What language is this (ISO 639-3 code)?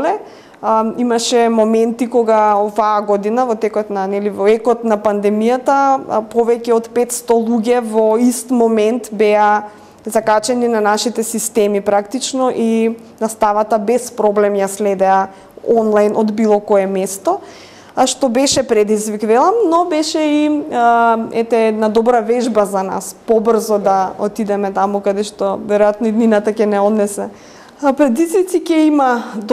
mkd